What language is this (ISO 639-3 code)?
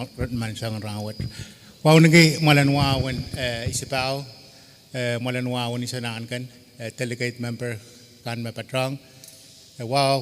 pon